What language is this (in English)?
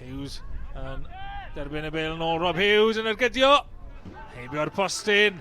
Welsh